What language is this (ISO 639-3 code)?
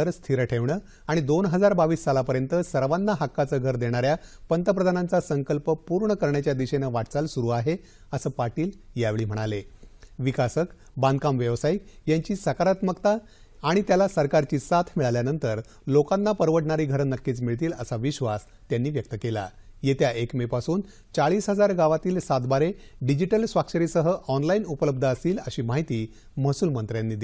mar